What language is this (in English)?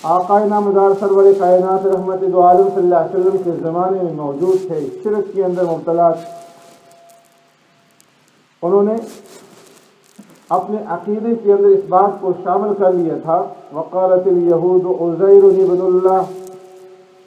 Urdu